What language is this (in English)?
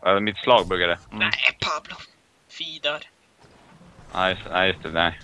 Swedish